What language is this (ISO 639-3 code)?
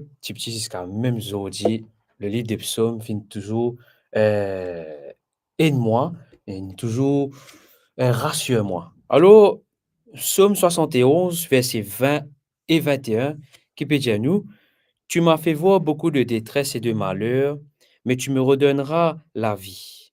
mfe